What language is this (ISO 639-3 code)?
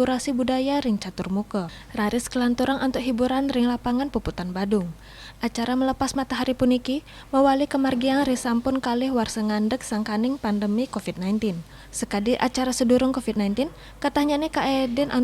ban